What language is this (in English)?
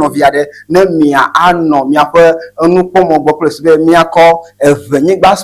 Ewe